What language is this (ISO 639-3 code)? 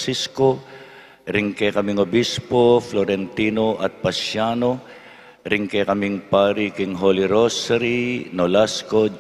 pam